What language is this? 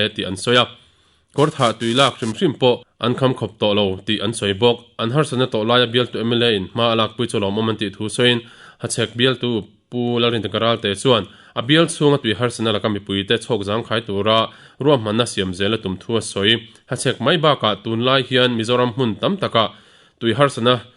Mizo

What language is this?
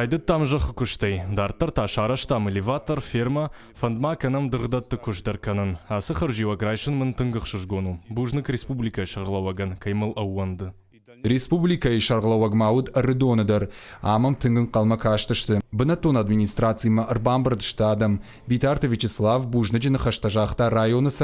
Ossetic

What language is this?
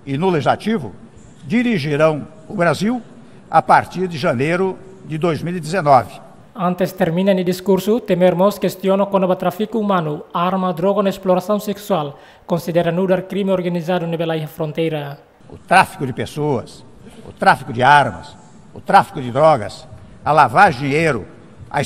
Tetum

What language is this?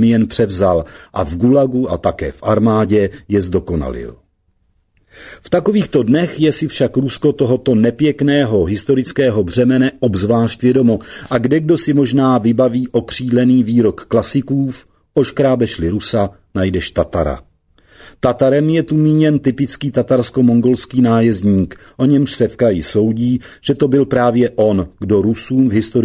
Czech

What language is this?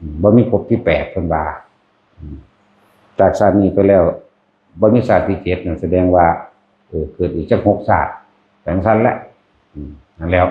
Lao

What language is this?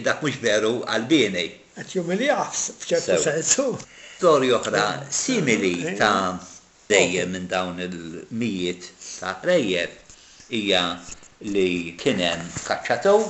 Maltese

